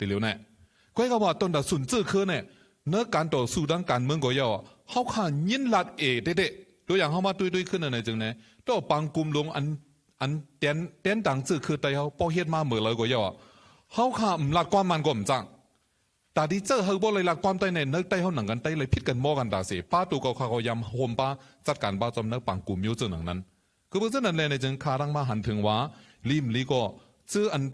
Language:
Shan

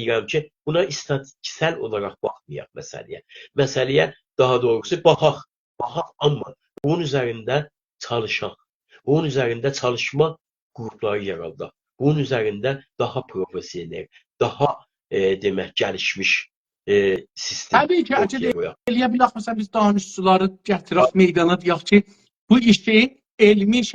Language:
South Azerbaijani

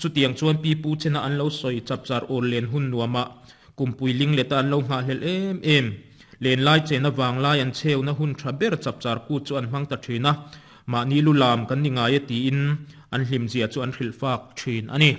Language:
Mizo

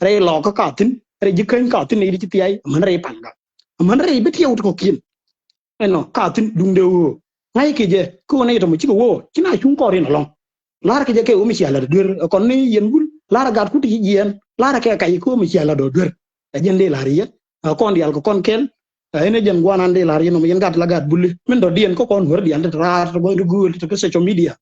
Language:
Nuer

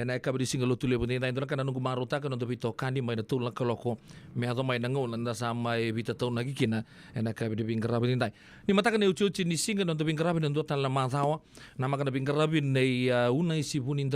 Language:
Fijian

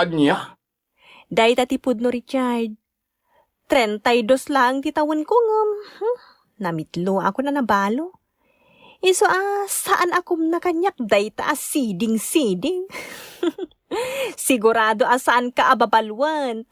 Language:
Iloko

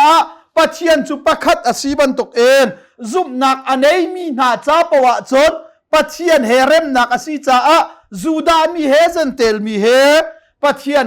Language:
Hakha Chin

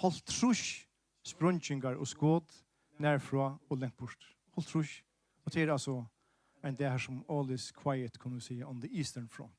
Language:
Faroese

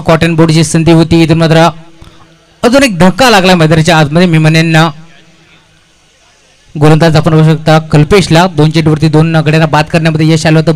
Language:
Marathi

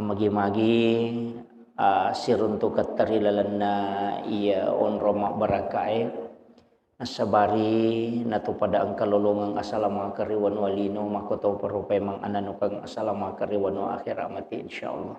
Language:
Buginese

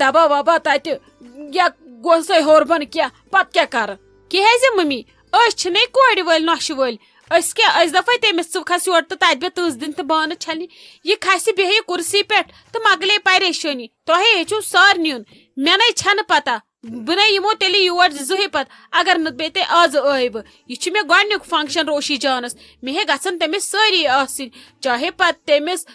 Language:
Kashmiri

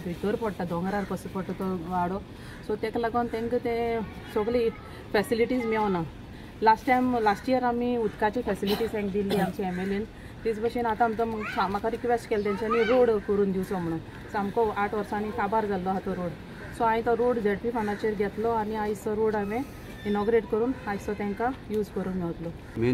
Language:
Konkani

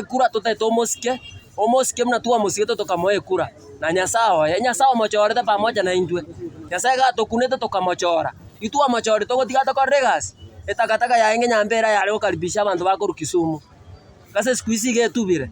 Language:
Gusii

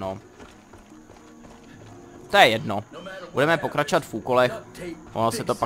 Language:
Czech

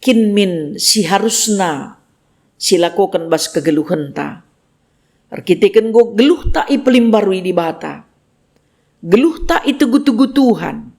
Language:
Batak Karo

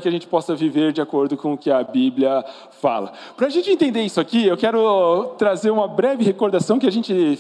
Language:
Portuguese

